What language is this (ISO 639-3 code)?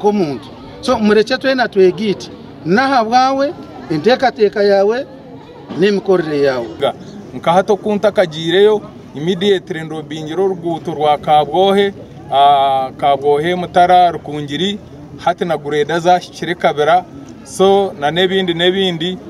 nyn